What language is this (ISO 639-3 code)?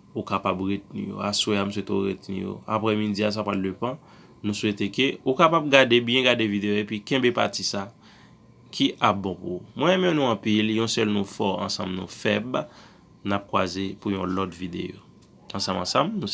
hat